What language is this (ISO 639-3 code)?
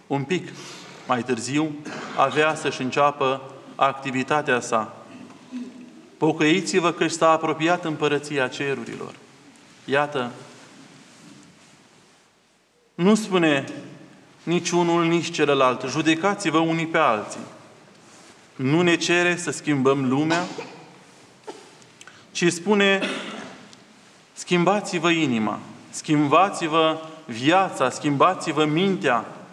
ron